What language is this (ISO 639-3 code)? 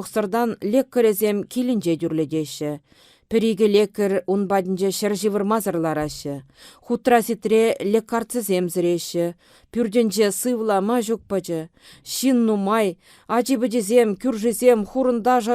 chv